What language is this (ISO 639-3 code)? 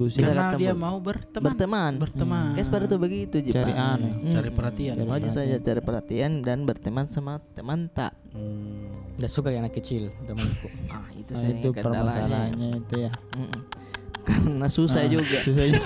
mfp